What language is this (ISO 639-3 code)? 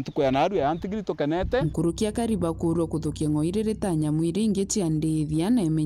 mer